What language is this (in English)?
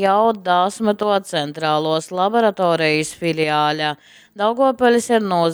Latgalian